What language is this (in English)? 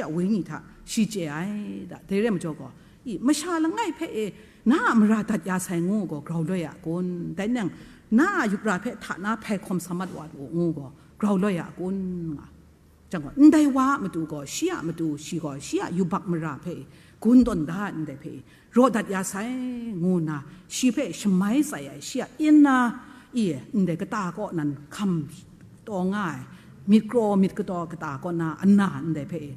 Kachin